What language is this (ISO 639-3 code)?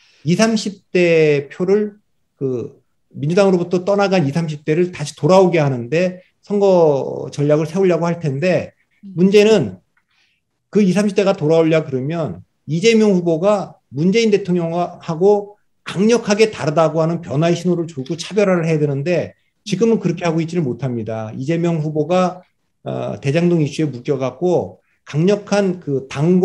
kor